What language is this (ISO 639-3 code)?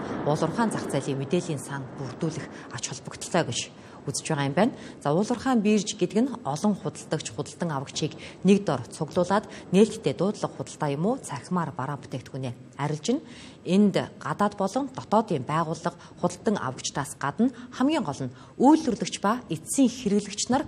mon